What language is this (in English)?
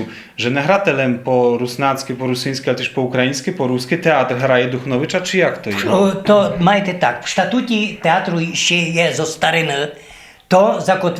Rusyn